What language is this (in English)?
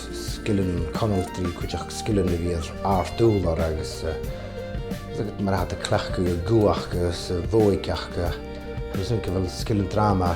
Scottish Gaelic